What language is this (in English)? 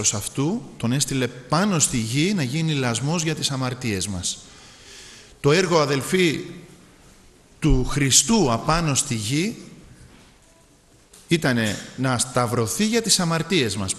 Greek